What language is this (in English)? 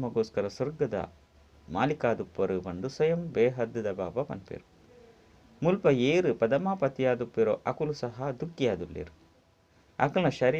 Tulu